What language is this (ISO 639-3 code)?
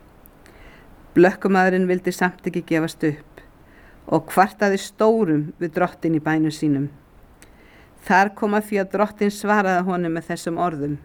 isl